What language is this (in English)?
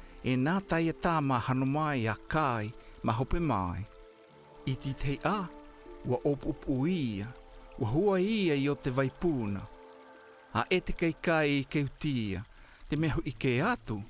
South Marquesan